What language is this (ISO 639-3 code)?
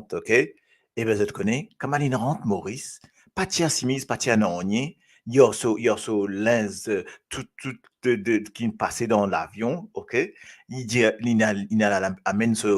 mfe